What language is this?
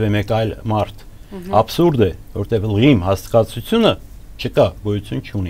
Armenian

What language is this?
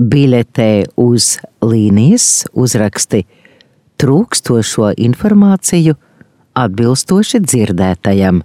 Latvian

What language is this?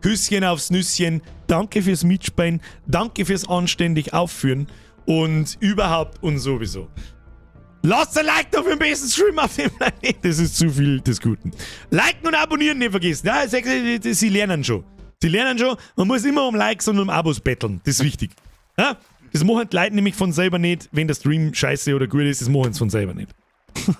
Bavarian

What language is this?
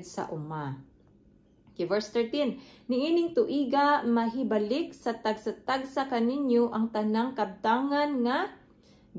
Cebuano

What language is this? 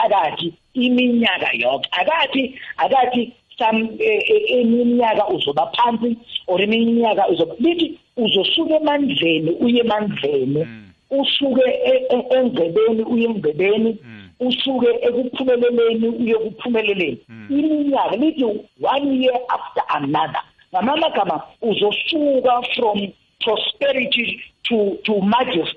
South Ndebele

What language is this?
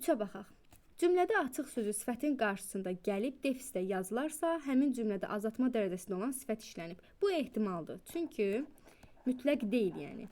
Azerbaijani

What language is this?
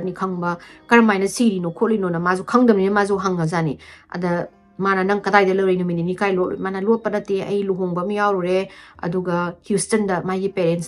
Manipuri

